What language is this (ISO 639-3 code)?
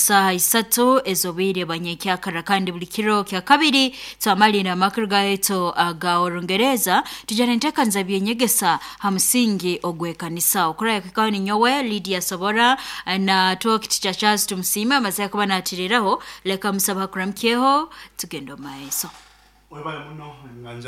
nyo